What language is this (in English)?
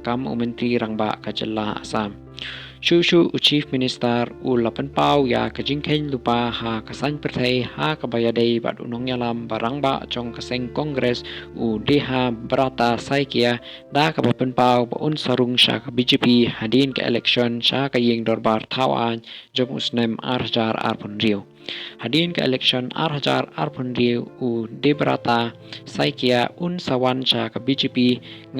Khasi